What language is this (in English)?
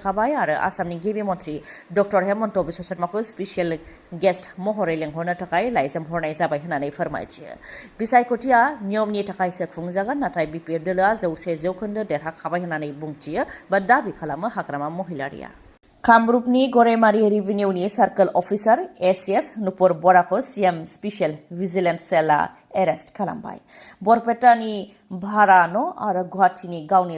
Bodo